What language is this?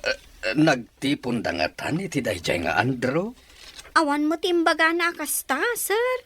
Iloko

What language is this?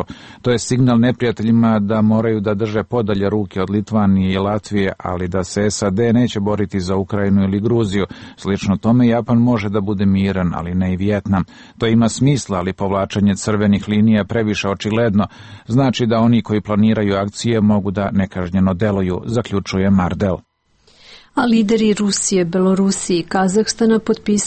Serbian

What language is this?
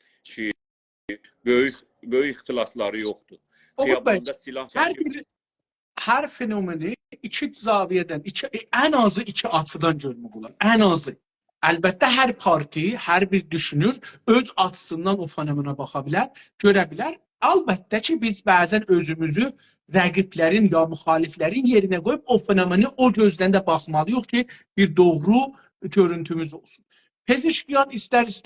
South Azerbaijani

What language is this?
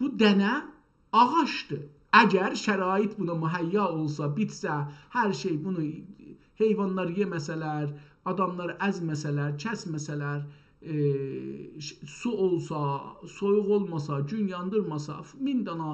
South Azerbaijani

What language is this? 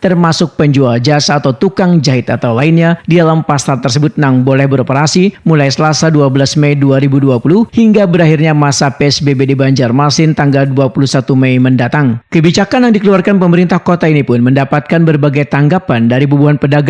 Banjar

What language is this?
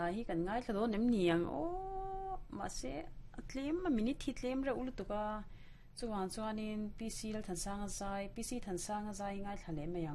Mizo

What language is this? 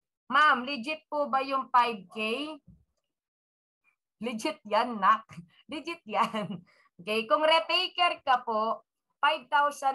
Filipino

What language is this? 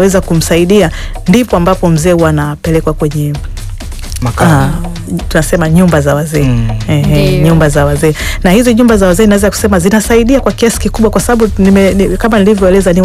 Swahili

